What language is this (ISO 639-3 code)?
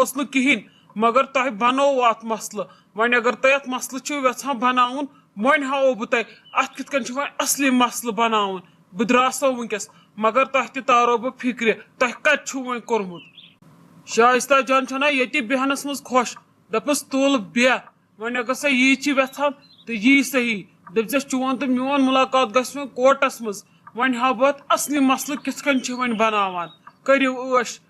kas